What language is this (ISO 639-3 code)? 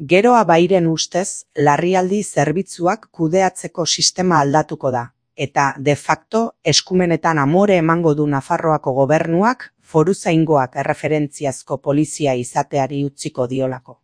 eus